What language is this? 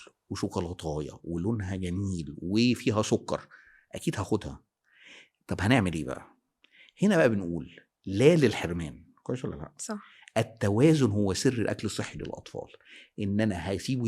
Egyptian Arabic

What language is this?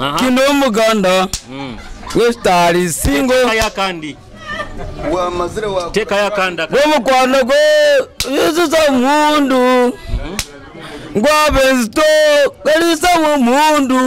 Nyoro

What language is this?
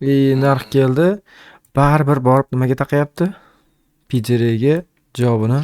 Uzbek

